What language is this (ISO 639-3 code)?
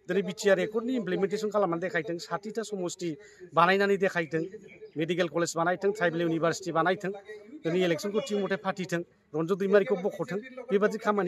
brx